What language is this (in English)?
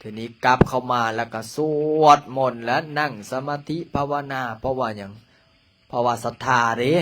Lao